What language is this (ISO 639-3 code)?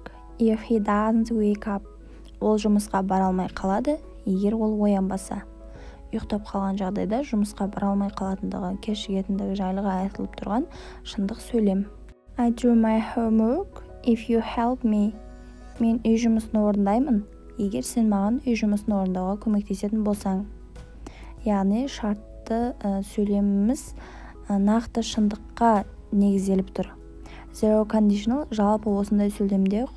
kaz